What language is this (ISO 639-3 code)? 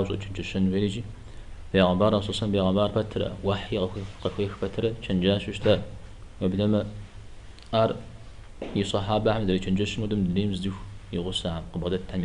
kbd